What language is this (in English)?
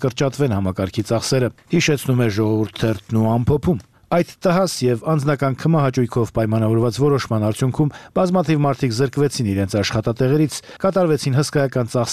Armenian